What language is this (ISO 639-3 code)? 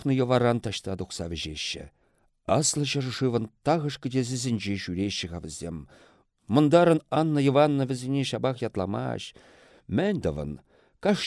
chv